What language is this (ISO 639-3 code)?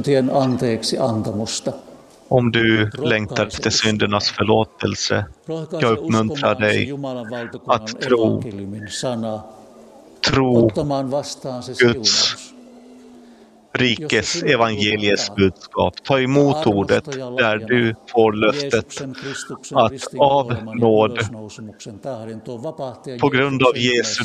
swe